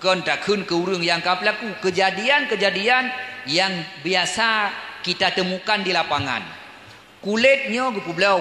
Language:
Achinese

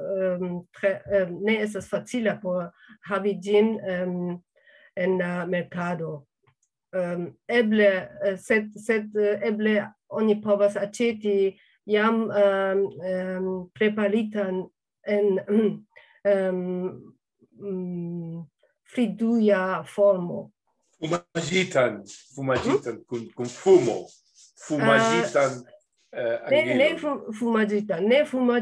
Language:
Esperanto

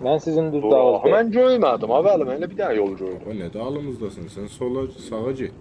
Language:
South Azerbaijani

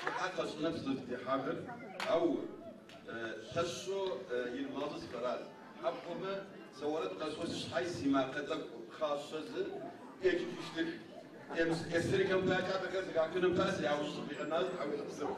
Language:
Adyghe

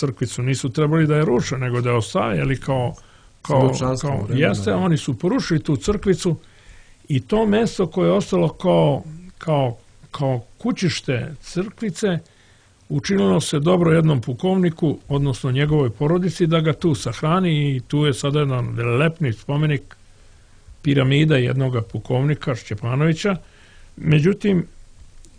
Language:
Serbian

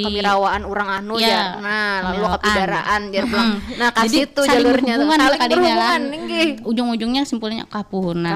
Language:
Banjar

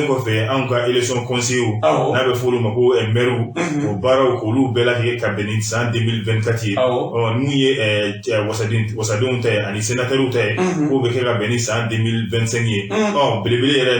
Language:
Bambara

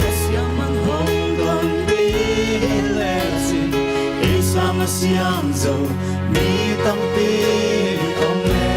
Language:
Paite Chin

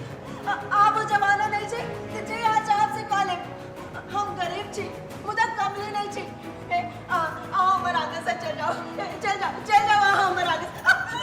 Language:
Maithili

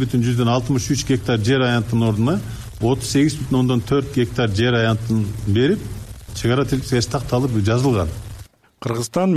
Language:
Kyrgyz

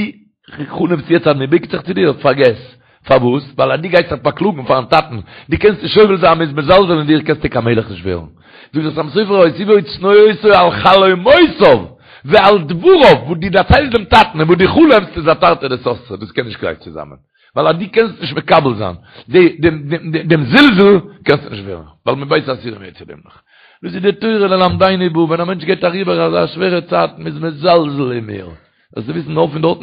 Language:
Yiddish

